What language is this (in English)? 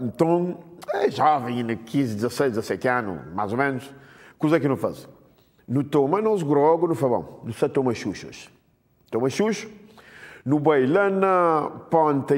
Kabuverdianu